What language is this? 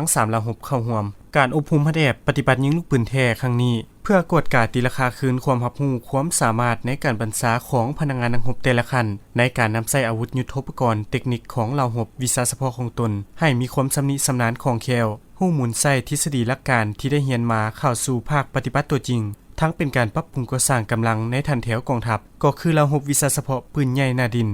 Lao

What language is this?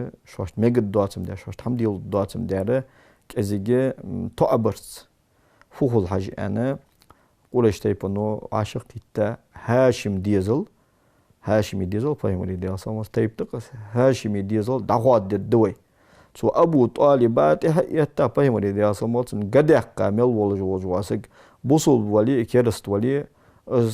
Ingush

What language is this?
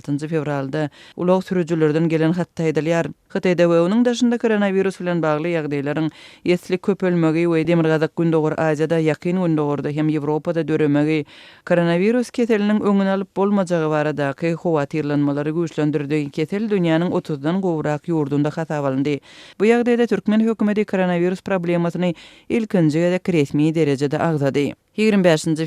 Turkmen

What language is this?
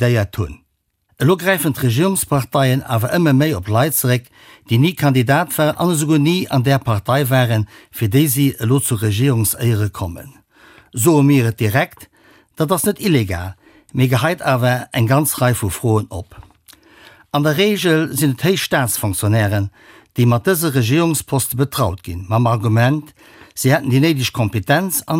Luxembourgish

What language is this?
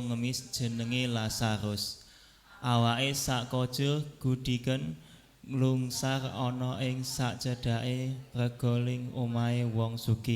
Javanese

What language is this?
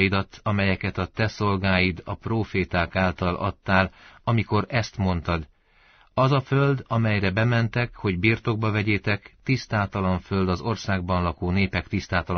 Hungarian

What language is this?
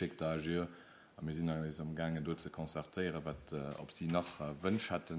Luxembourgish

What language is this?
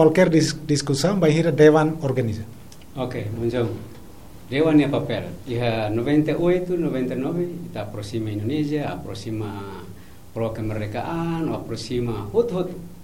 Tetum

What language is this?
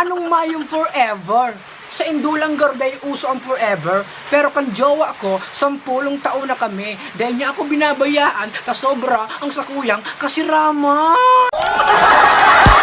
Bikol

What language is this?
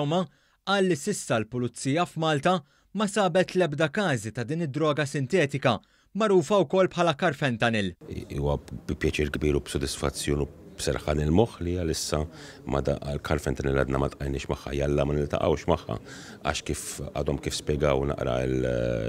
Maltese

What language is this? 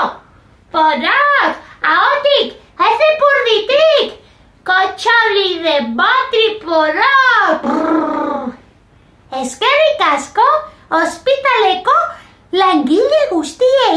Basque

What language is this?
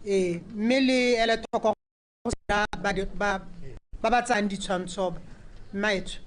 Tswana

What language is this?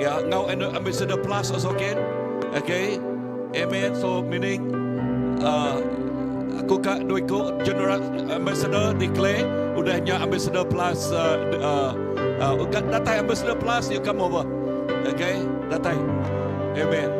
Iban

